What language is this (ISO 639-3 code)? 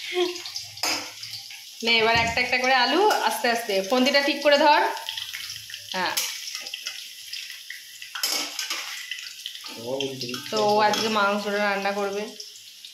ben